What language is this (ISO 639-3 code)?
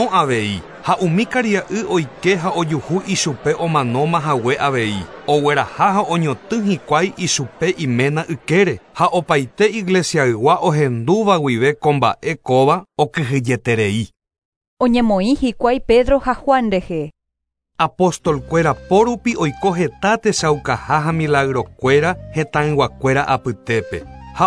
grn